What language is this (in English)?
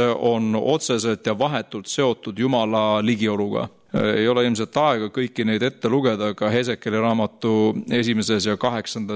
Estonian